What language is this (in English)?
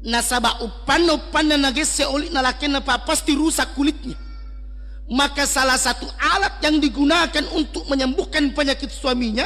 Buginese